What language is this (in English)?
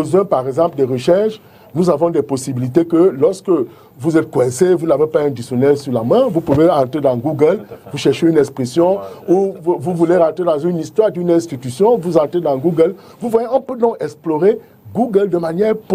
French